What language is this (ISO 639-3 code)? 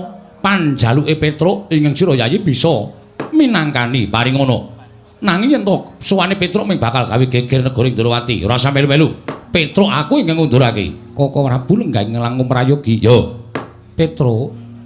jav